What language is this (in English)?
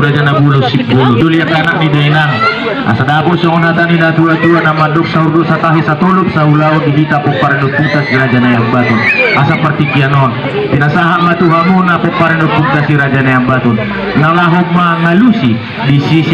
Batak Toba